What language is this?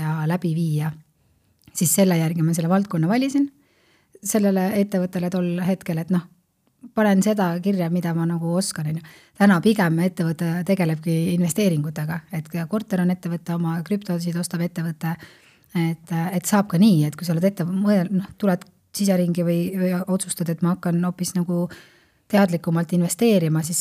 Estonian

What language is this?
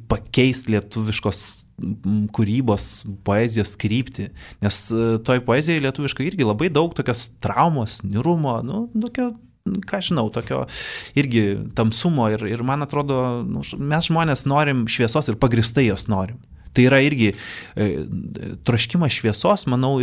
Lithuanian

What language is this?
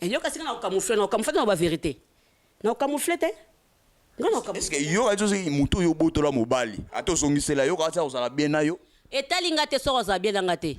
Lingala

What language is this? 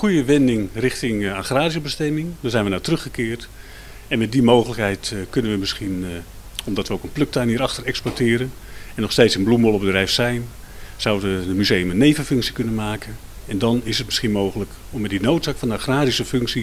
Dutch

